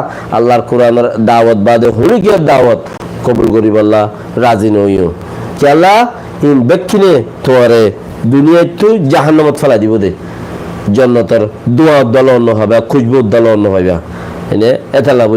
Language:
Rohingya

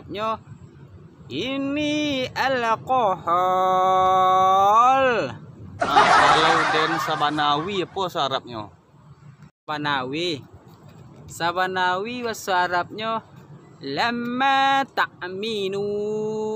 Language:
Minangkabau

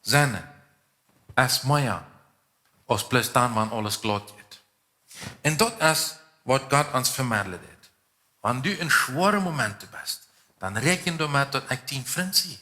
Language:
Plautdietsch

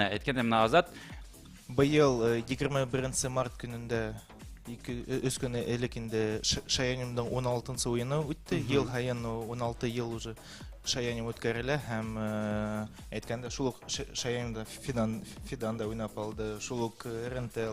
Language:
Bashkir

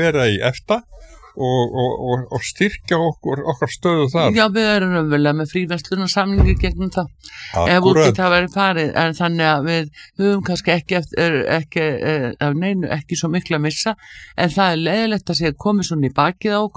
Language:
Icelandic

